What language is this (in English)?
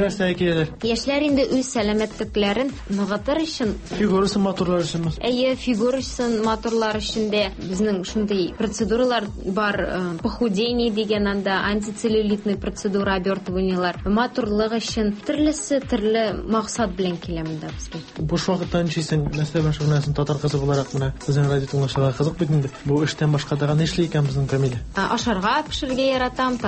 Tatar